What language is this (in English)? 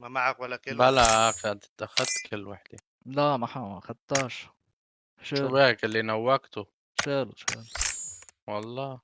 North Levantine Arabic